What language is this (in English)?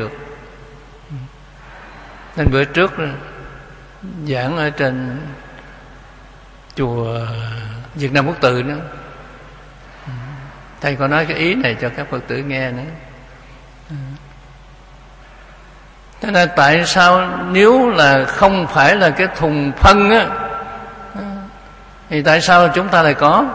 Vietnamese